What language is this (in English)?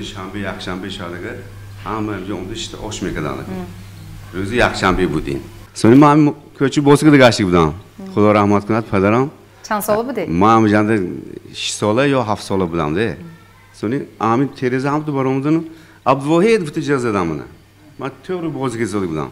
Tajik